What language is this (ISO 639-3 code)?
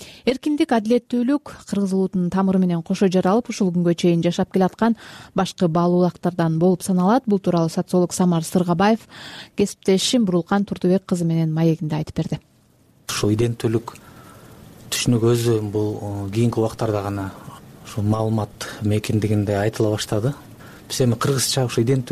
kir